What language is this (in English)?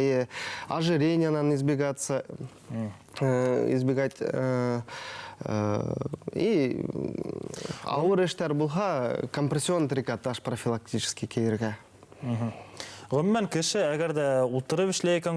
Bashkir